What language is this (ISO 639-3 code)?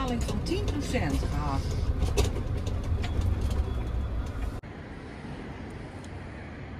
nld